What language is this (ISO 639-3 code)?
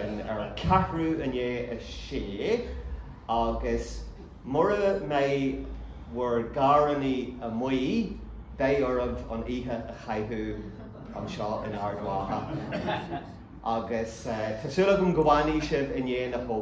gle